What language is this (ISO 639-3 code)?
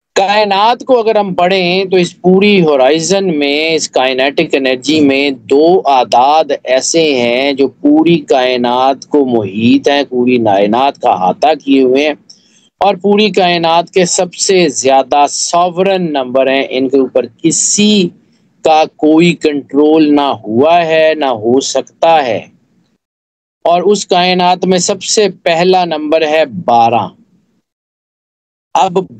urd